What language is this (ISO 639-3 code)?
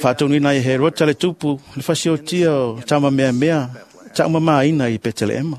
smo